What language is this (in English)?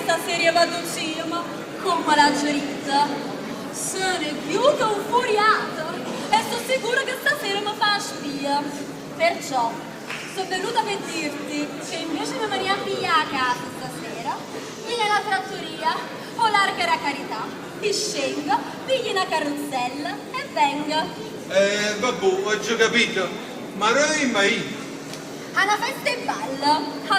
Neapolitan